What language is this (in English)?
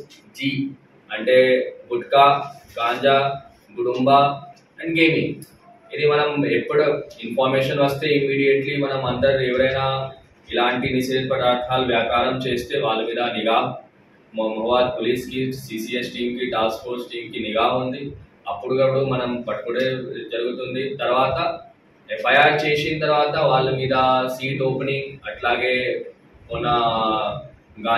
Telugu